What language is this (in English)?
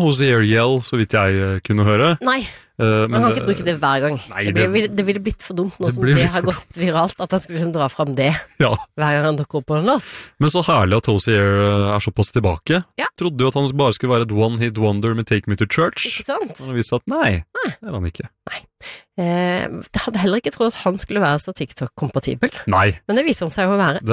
Norwegian